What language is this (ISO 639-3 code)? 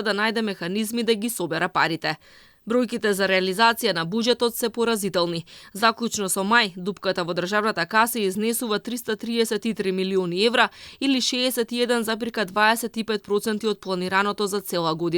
mkd